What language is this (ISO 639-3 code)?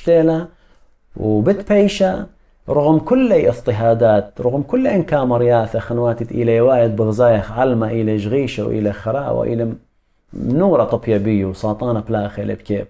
aii